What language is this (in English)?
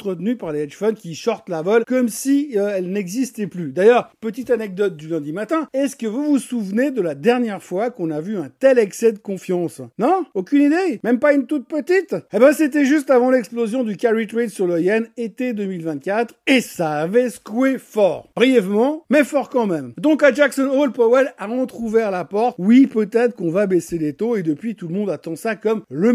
French